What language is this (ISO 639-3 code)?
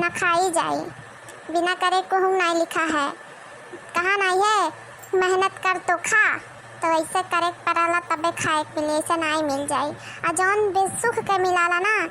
awa